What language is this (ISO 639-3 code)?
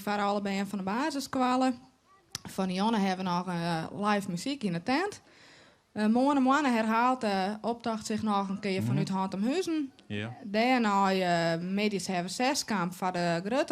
fry